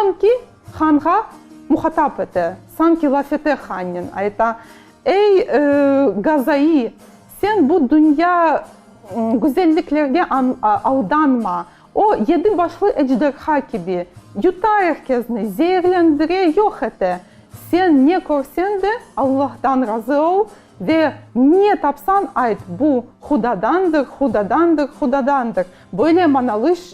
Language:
Crimean Tatar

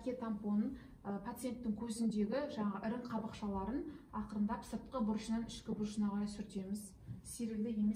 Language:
Kazakh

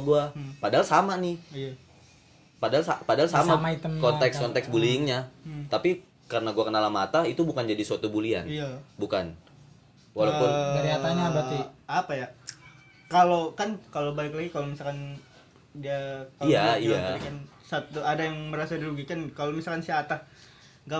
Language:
Indonesian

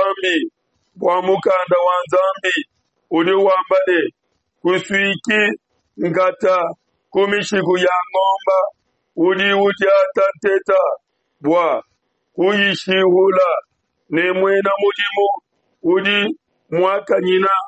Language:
Luba-Lulua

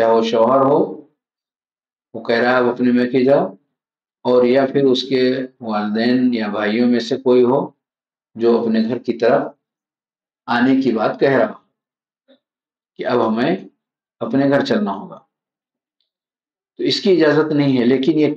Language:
Urdu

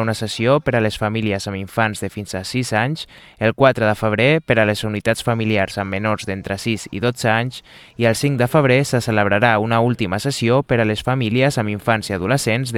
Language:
Catalan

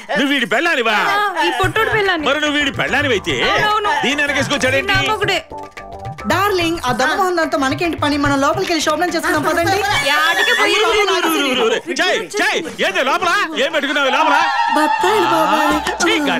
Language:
Telugu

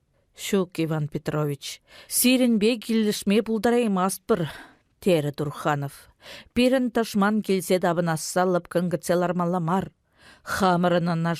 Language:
Chuvash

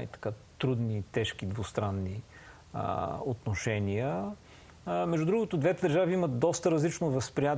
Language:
Bulgarian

